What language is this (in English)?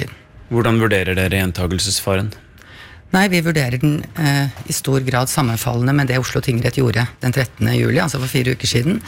Norwegian